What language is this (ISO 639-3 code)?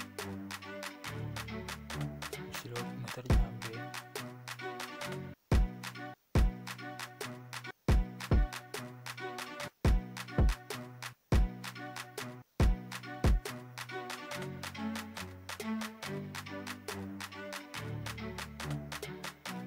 kin